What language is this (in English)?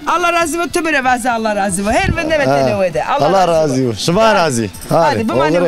Zaza